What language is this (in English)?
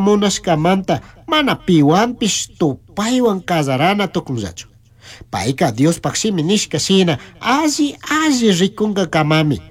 Chimborazo Highland Quichua